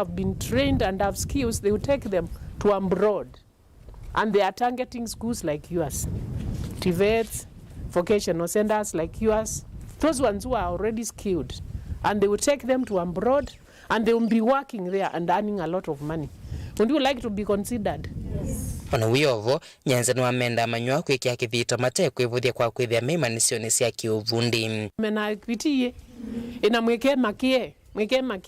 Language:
Kamba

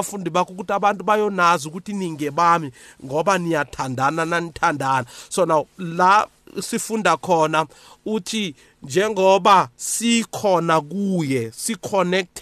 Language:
South Ndebele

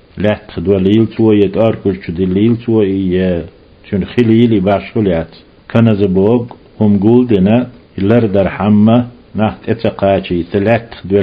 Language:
Chechen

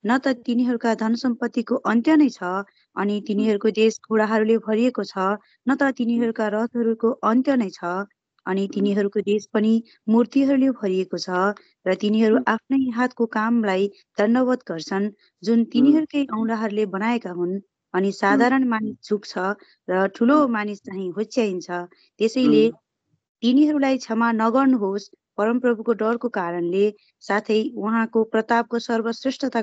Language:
Nepali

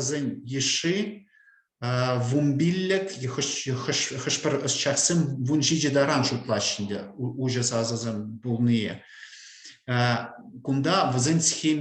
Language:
Chuvash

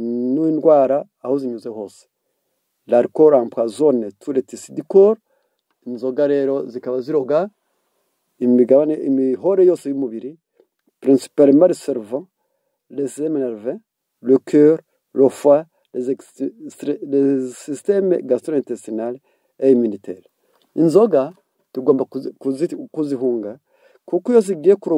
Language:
Kinyarwanda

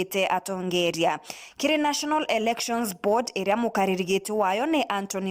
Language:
Meru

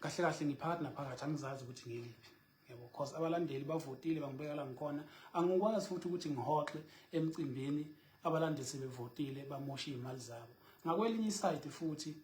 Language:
Zulu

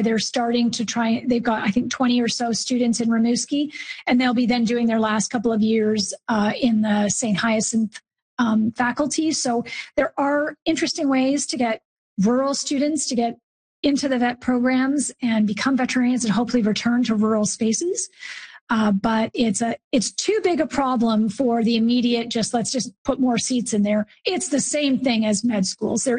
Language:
English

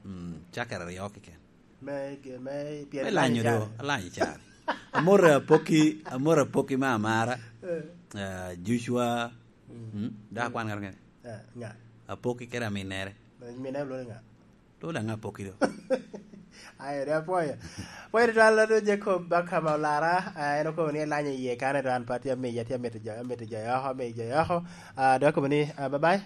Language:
Lango (Uganda)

